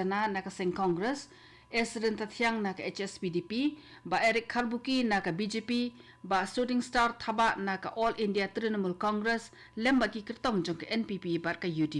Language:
Khasi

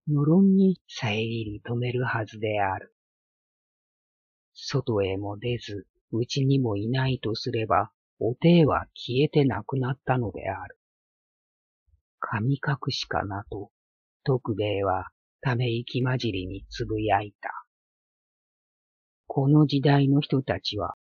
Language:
Japanese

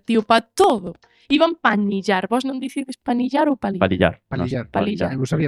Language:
Galician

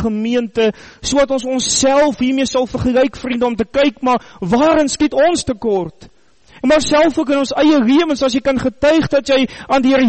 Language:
Afrikaans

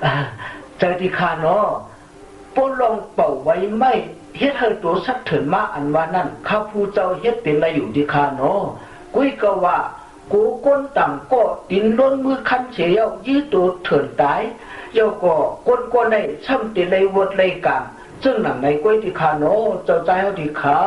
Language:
Shan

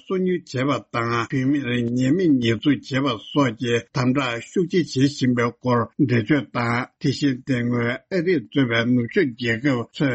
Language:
Tibetan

